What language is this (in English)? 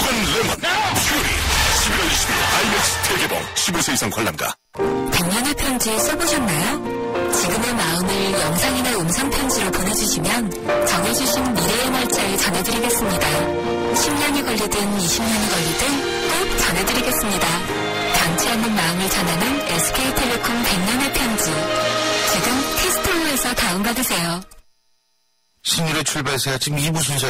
Korean